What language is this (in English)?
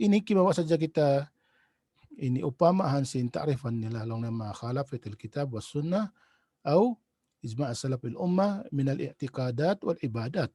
Tausug